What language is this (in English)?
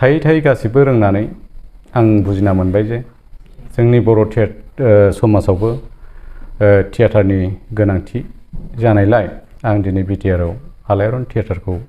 Bodo